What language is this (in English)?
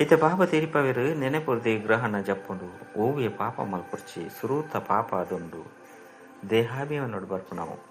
Tulu